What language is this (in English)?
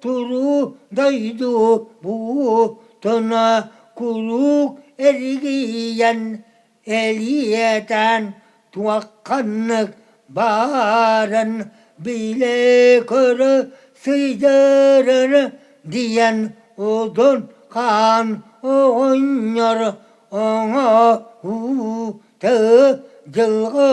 Yakut